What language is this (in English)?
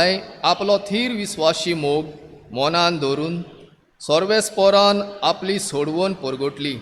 Konkani